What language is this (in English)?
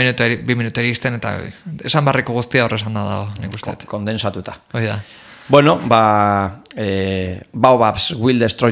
Basque